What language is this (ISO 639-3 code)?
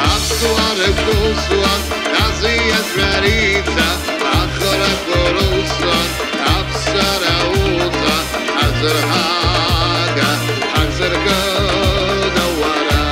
abk